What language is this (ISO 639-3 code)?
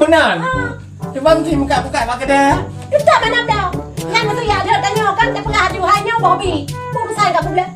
ace